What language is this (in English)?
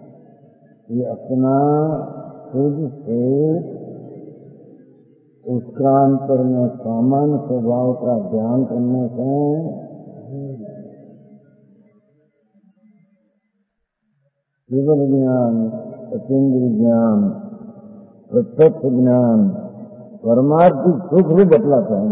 Hindi